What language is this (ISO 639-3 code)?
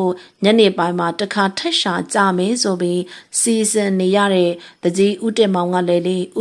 mya